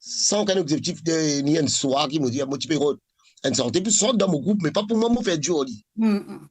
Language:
Morisyen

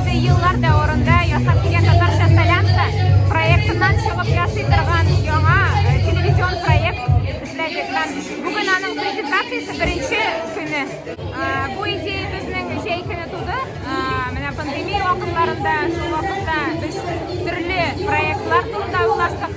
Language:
Tatar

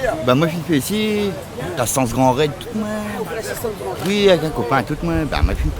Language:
Réunion Creole French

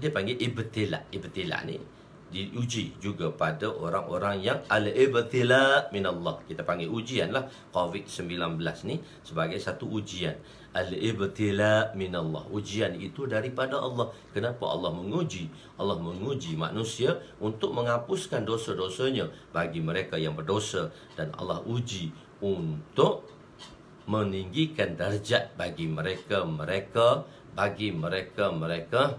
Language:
Malay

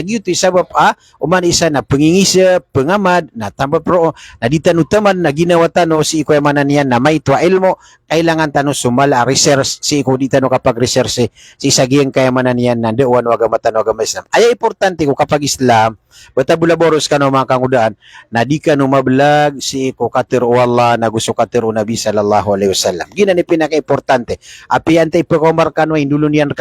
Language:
Maranao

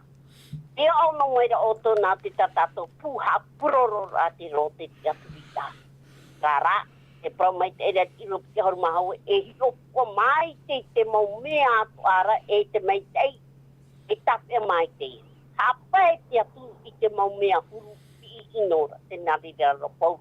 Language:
Tahitian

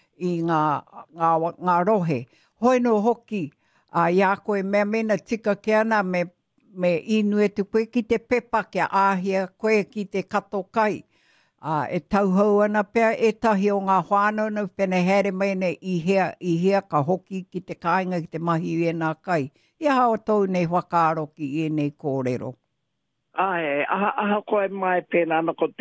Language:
Māori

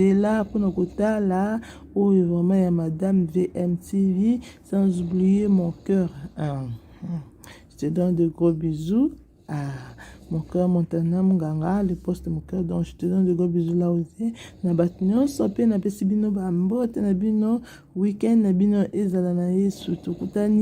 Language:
Lingala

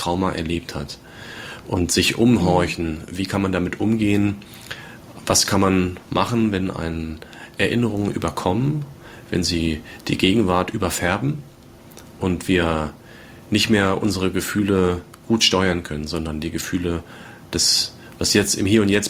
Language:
German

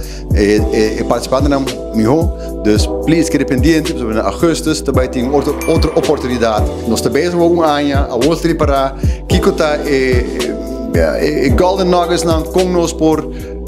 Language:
Papiamento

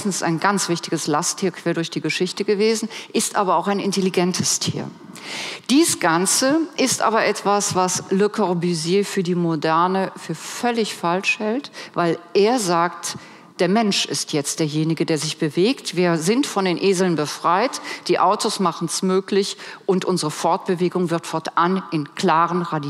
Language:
German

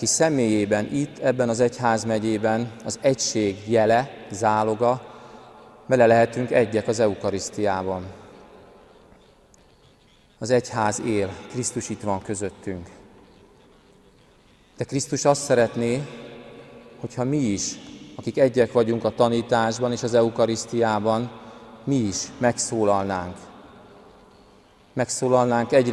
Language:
Hungarian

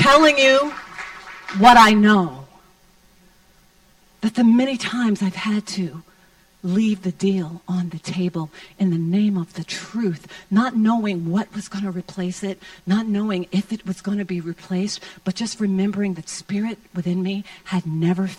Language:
English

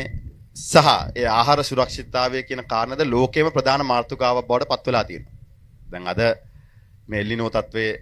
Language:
Sinhala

